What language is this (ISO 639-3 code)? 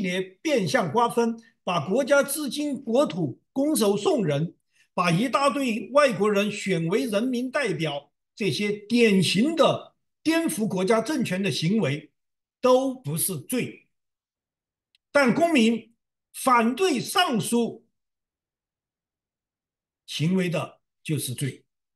zho